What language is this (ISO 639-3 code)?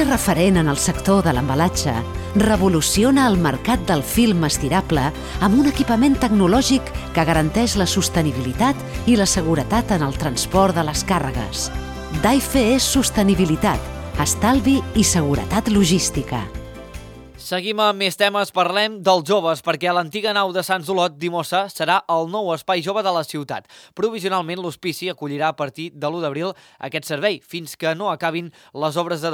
cat